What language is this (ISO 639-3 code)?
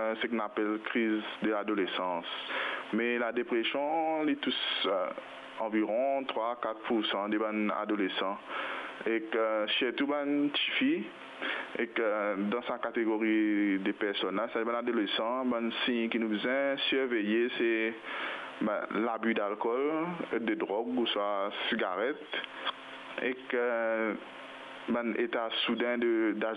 mfe